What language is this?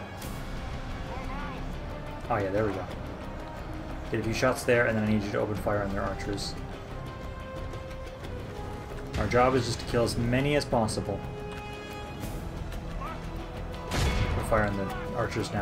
English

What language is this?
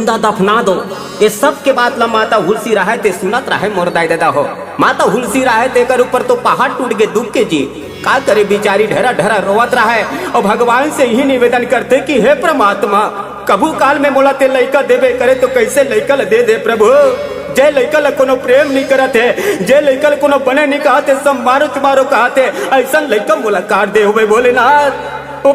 Chhattisgarhi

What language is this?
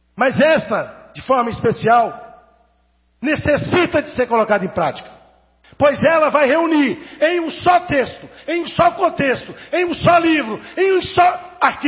Portuguese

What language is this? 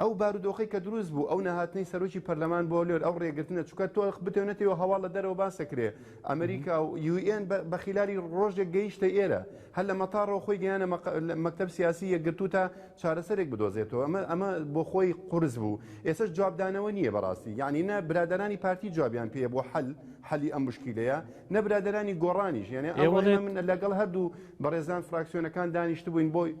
Central Kurdish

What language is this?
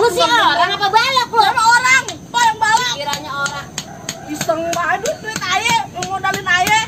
Betawi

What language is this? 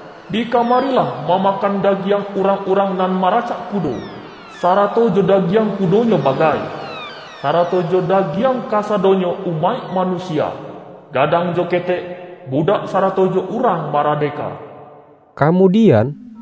Minangkabau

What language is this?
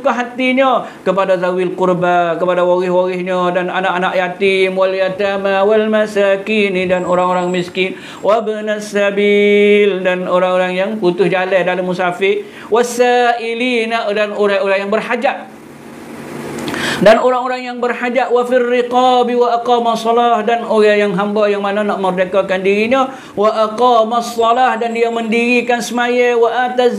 Malay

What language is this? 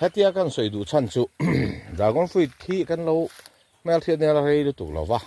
Mizo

